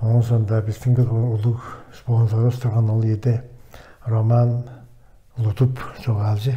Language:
Tuvinian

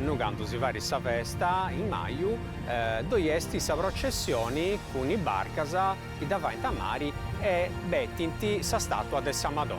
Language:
Sardinian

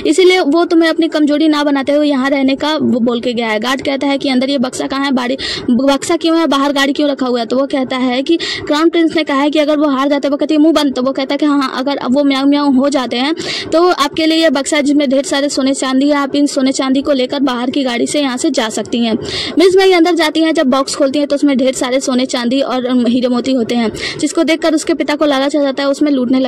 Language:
Hindi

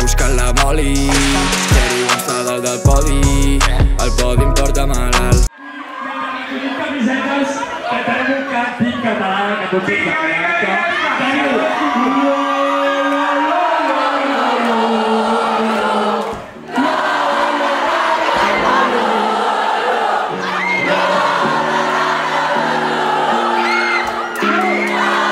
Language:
Catalan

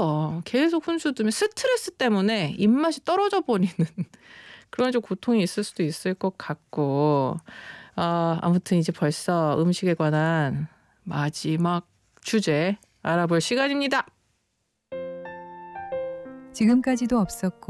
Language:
Korean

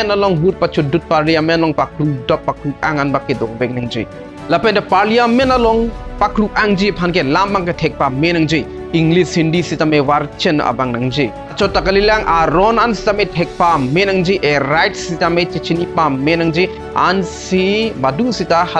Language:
Karbi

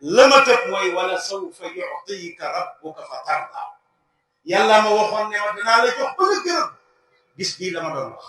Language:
Wolof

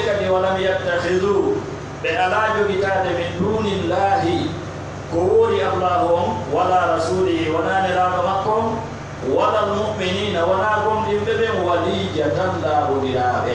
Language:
Fula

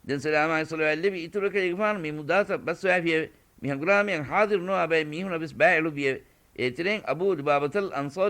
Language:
Divehi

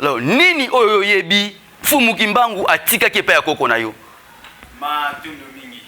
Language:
Lingala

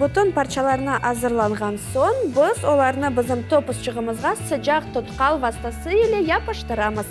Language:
Crimean Tatar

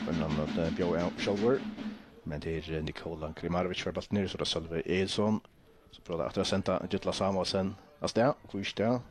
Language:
Faroese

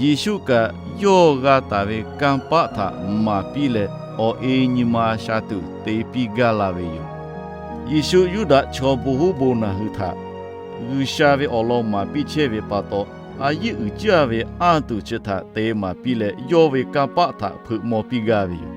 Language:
Lahu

